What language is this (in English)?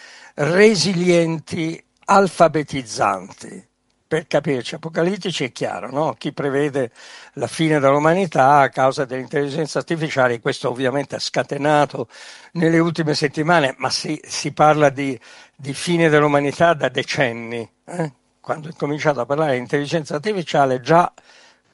Italian